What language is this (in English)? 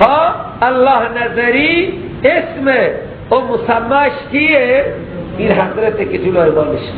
Persian